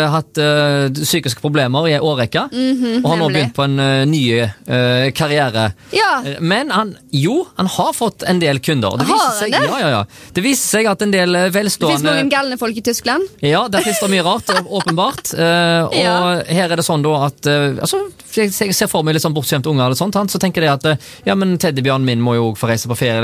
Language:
Norwegian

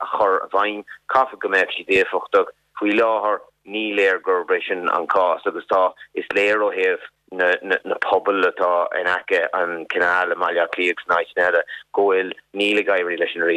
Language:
Irish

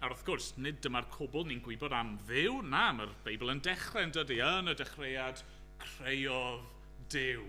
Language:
Welsh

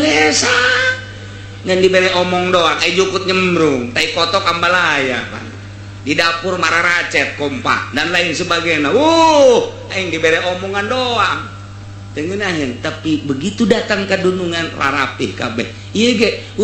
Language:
Sundanese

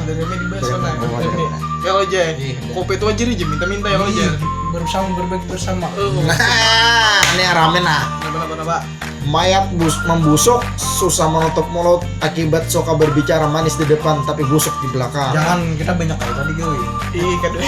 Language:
Banjar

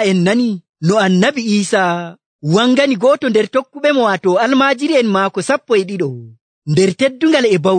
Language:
Nigerian Fulfulde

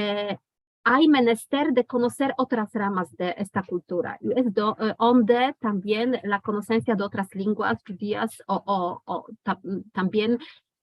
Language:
Ladino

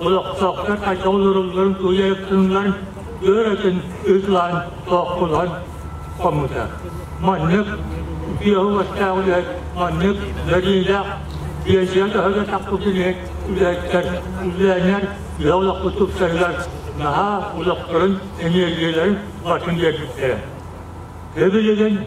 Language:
Yakut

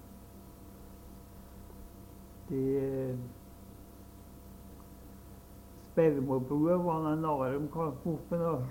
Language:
Norwegian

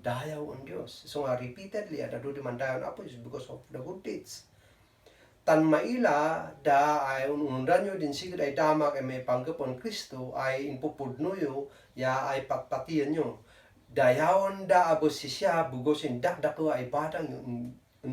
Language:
Kankanaey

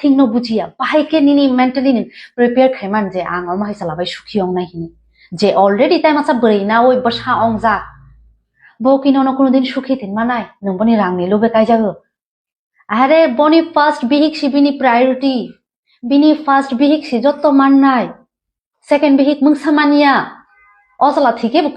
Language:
Kok Borok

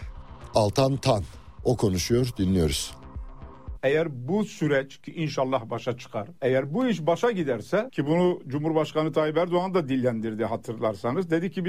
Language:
Turkish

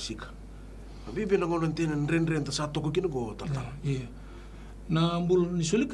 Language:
Fijian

